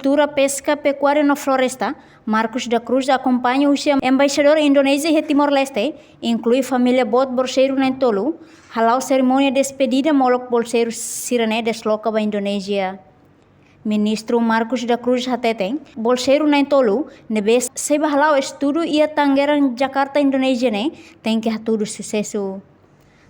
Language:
Tetum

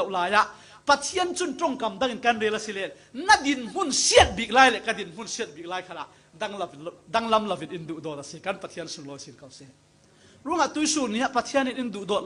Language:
Falam Chin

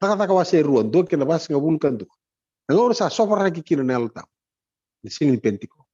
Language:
Fijian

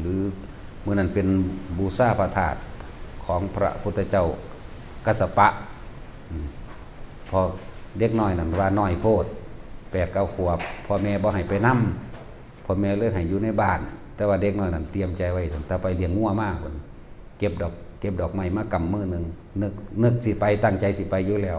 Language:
Northeastern Thai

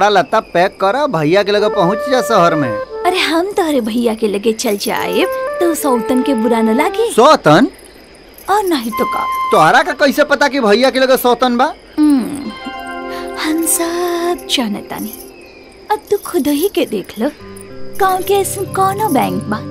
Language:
Bhojpuri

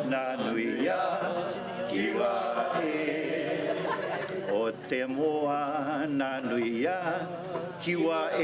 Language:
Māori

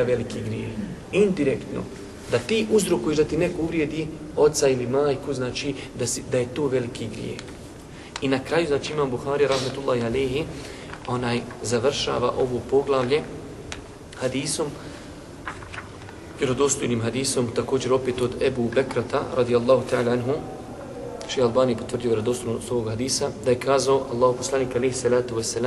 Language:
Bosnian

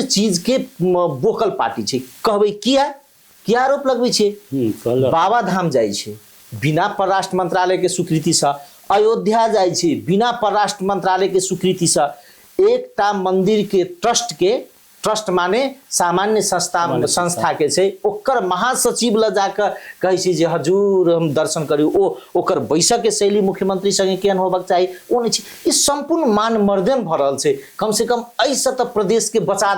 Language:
Maithili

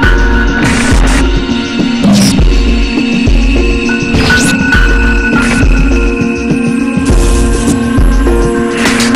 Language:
Kannada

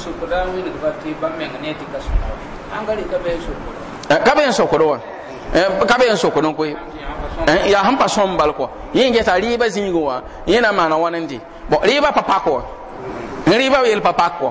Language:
Mossi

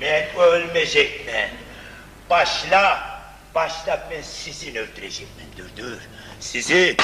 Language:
Kumyk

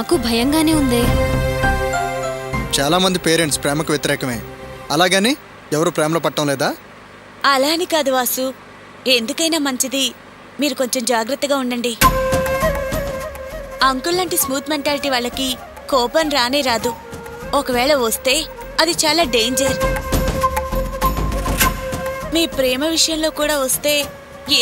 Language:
Telugu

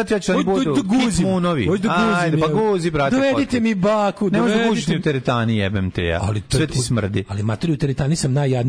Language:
Serbian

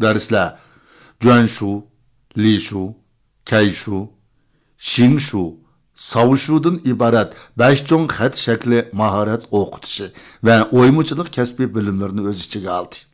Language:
Uyghur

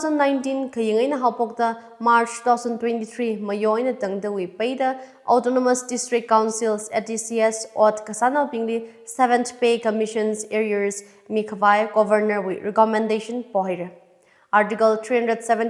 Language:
Tangkhul Naga (India)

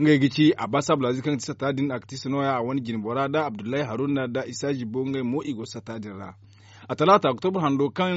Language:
Zarma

